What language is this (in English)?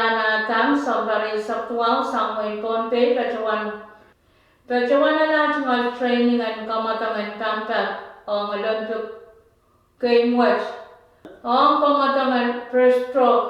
Pohnpeian